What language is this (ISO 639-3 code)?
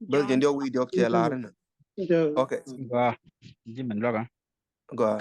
nus